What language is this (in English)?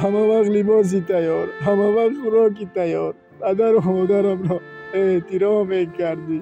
Tajik